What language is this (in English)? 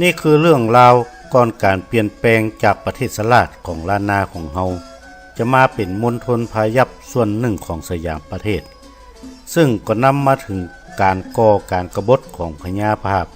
Northern Thai